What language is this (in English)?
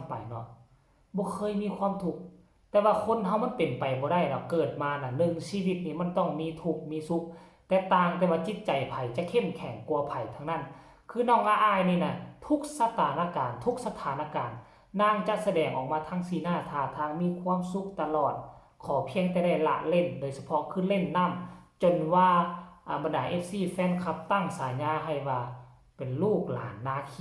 Lao